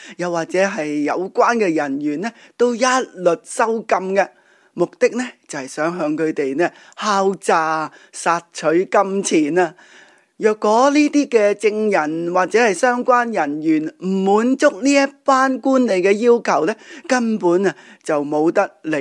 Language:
Cantonese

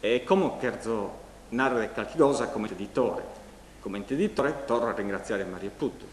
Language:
Sardinian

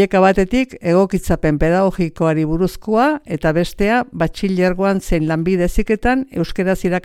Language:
Basque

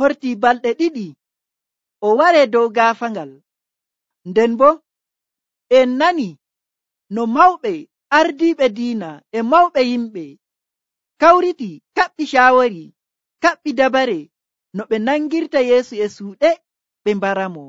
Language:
Nigerian Fulfulde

